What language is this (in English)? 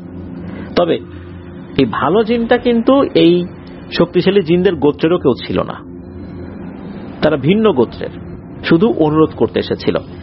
Bangla